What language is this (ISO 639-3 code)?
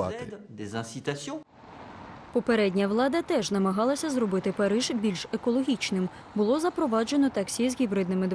ukr